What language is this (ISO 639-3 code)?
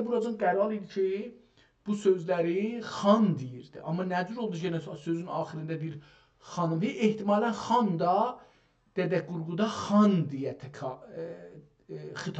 azb